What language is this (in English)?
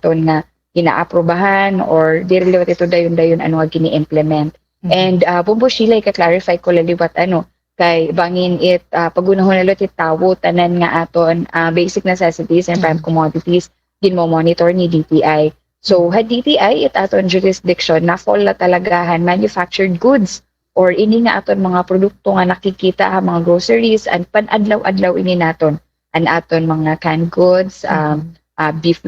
Waray